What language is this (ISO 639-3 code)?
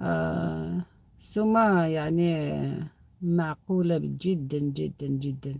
arq